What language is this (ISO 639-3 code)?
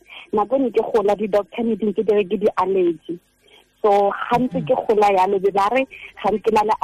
tsn